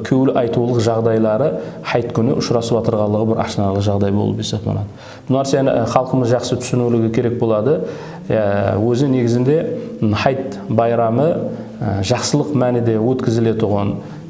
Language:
Kara-Kalpak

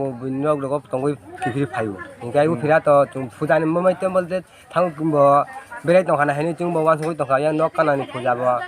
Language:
Kok Borok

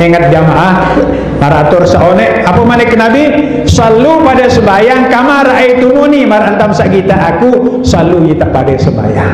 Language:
Sasak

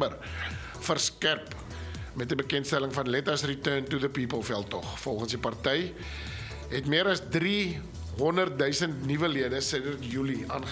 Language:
Afrikaans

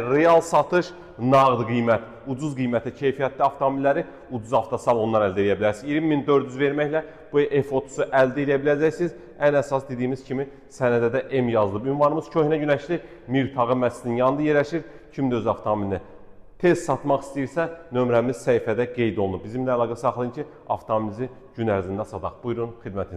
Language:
Azerbaijani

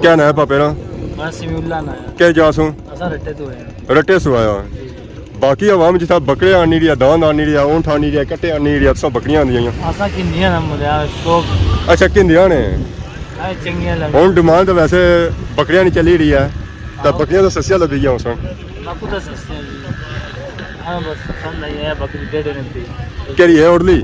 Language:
Pahari-Potwari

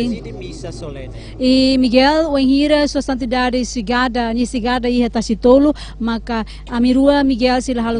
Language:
Tetum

